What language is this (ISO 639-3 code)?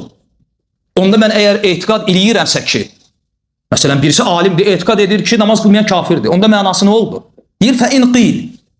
aze